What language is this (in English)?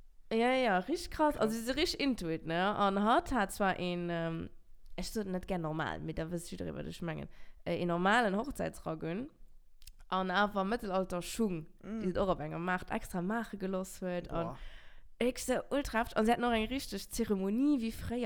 Luxembourgish